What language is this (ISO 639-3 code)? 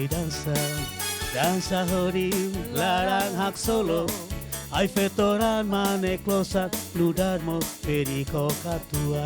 tet